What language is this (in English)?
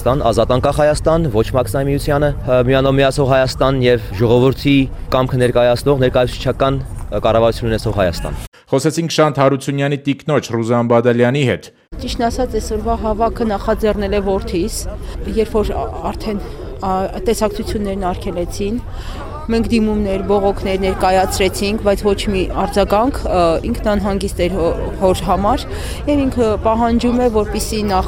Armenian